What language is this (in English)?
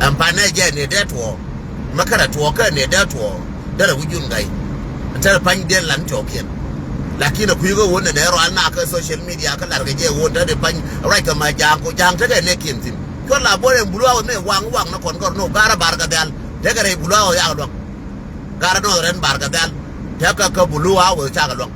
Nuer